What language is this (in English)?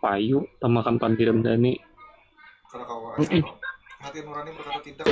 Banjar